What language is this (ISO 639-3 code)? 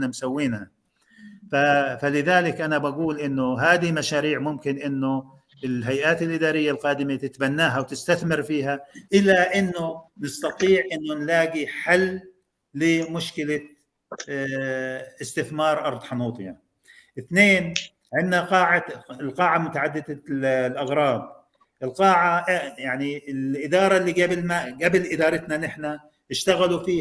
apc